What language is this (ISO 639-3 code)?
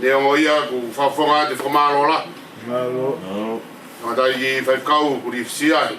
ton